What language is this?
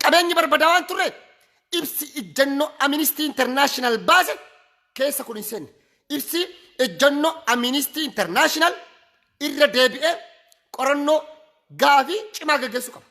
Oromo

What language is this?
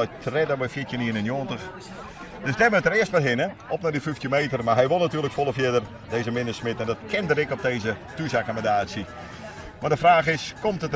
Western Frisian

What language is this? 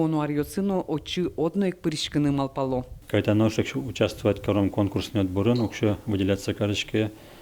Udmurt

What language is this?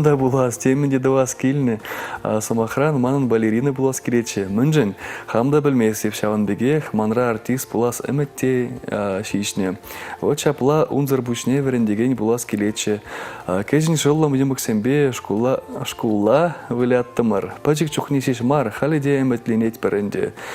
Chuvash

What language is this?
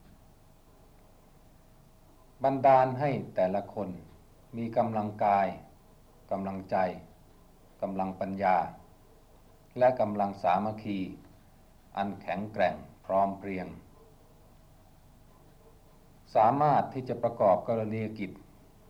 Thai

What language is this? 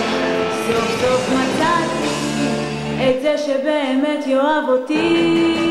Hebrew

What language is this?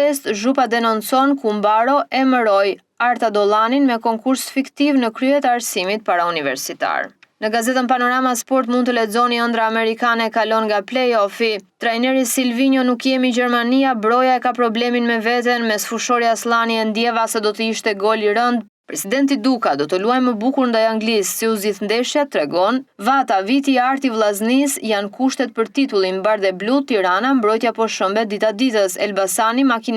Albanian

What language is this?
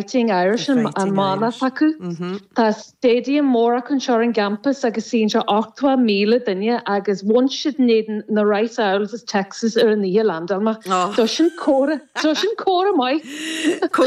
Irish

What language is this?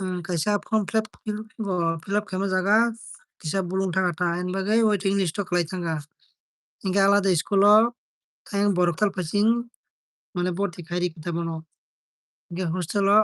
Kok Borok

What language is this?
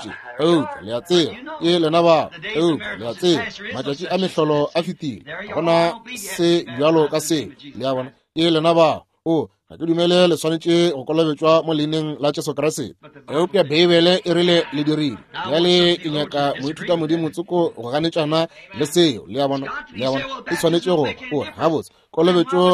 Northern Sotho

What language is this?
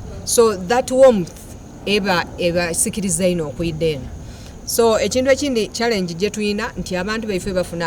Soga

